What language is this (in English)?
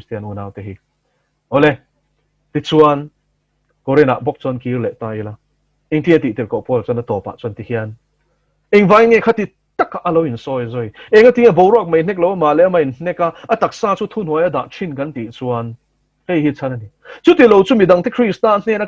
Mizo